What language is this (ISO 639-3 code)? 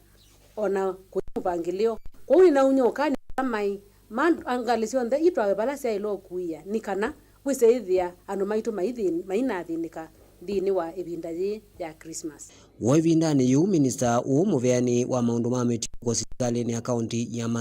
kam